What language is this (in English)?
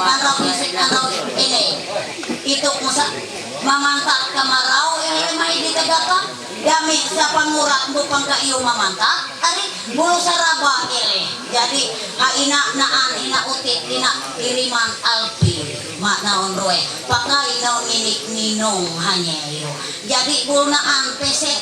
Ma'anyan